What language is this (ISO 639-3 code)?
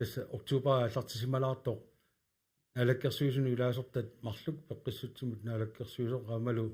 kal